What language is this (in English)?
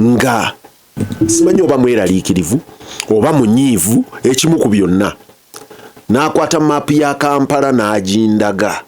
Ganda